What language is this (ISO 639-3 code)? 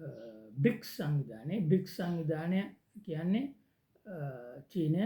sin